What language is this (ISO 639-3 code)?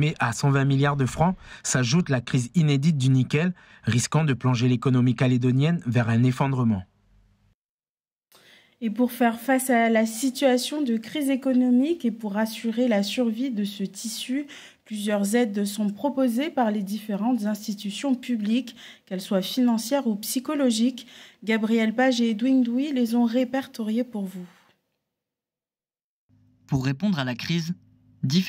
fra